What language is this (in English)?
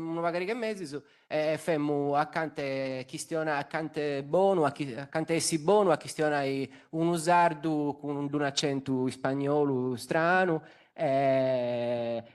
Sardinian